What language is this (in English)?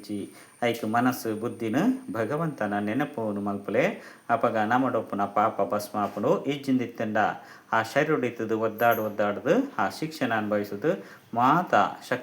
Tulu